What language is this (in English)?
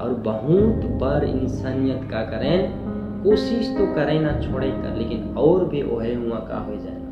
Sadri